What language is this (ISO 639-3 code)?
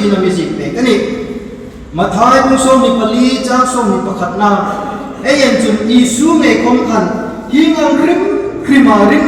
hmr